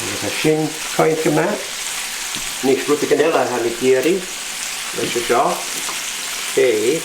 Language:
Scottish Gaelic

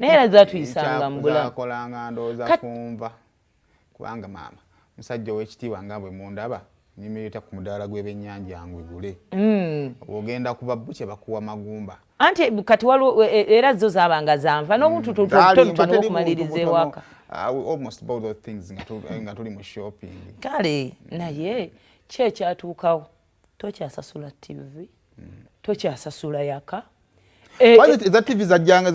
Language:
Ganda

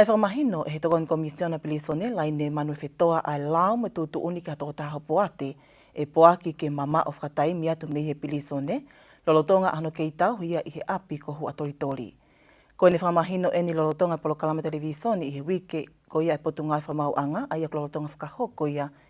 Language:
Tongan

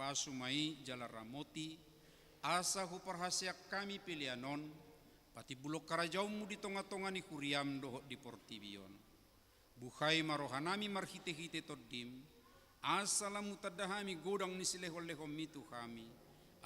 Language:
Batak Toba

